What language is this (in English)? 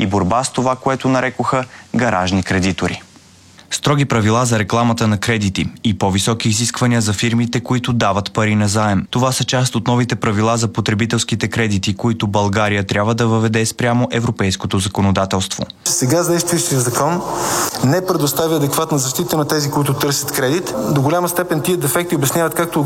Bulgarian